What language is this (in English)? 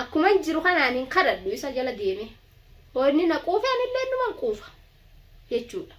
Oromo